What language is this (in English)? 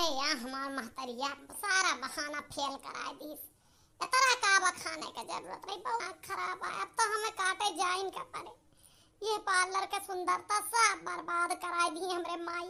Awadhi